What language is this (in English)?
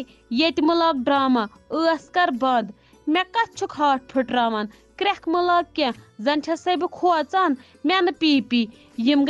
Kashmiri